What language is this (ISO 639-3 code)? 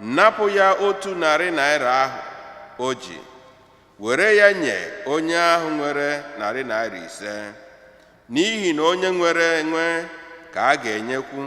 ibo